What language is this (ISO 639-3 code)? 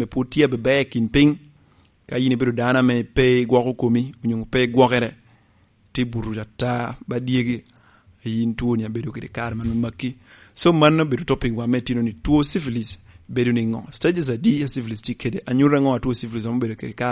laj